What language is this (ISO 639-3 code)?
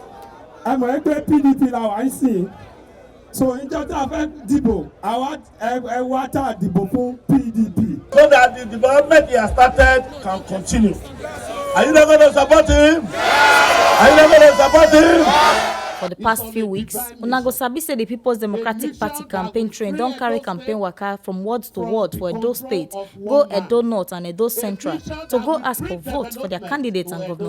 pcm